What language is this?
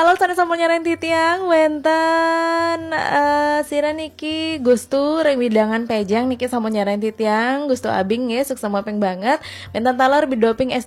Balinese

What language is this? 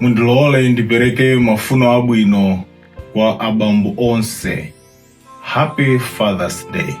Nyanja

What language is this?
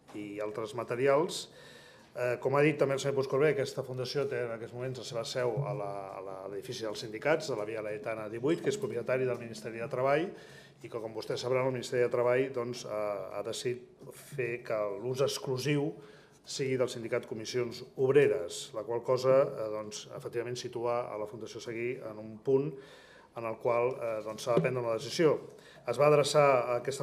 Catalan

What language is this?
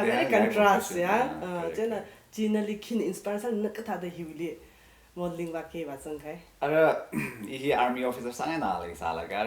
Tangkhul Naga (India)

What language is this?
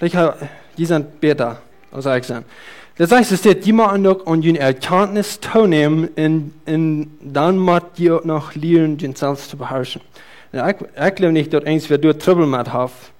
Plautdietsch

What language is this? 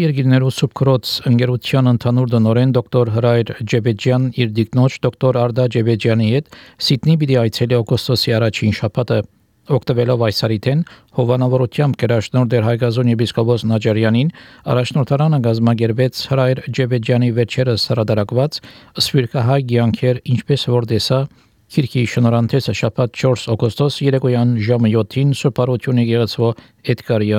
Armenian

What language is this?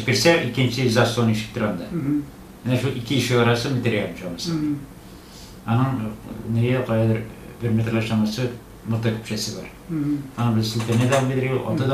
Tatar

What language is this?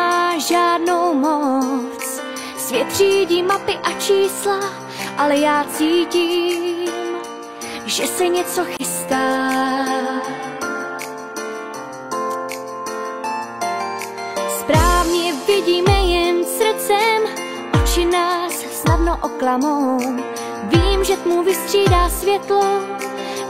Czech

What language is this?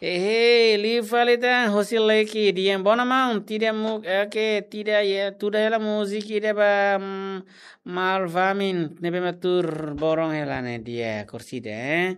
Tetum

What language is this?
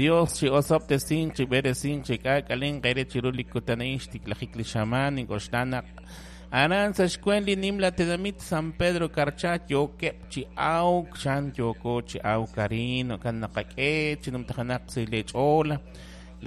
Kekchí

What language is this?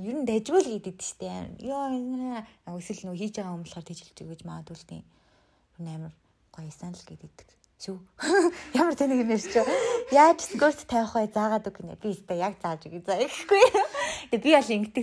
Mongolian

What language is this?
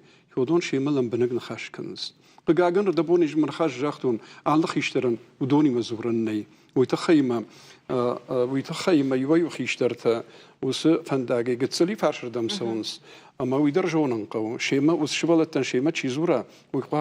Ossetic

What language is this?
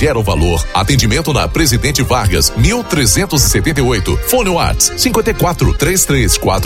Portuguese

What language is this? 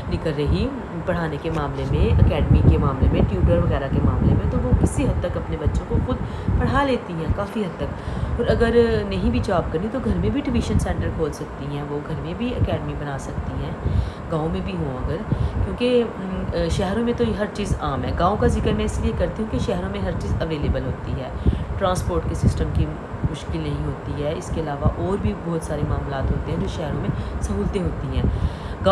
Urdu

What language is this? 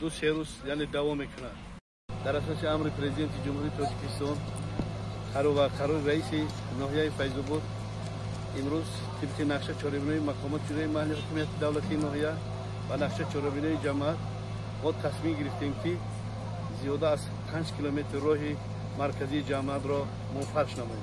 Tajik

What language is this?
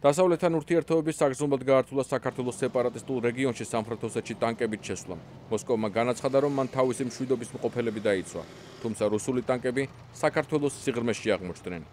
Georgian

